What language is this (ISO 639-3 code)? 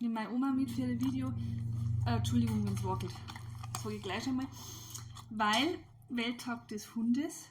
bar